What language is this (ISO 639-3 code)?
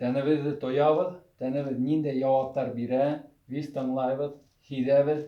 bak